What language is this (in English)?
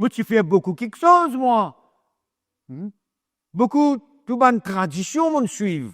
Morisyen